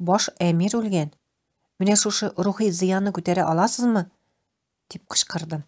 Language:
Tatar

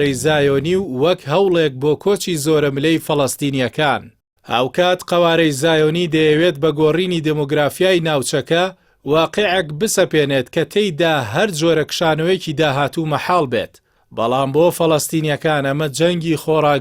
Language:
Central Kurdish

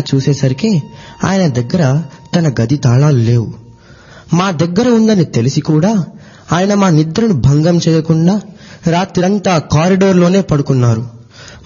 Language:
Telugu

